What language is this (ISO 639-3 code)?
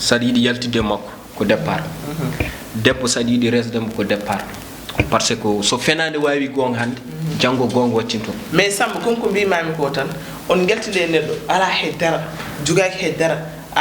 ful